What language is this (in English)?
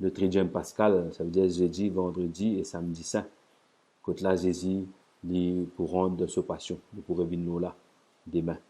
Morisyen